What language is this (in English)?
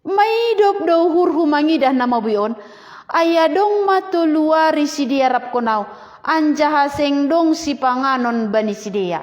Batak Simalungun